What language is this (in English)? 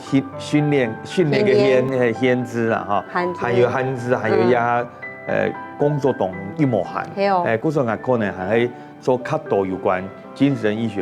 Hakka Chinese